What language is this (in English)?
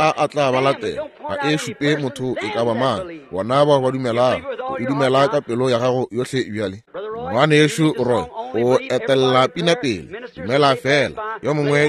Northern Sotho